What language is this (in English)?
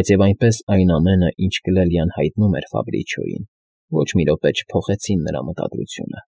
Armenian